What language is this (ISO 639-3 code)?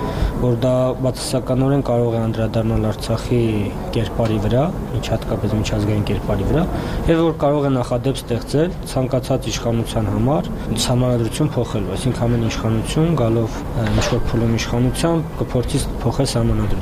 hye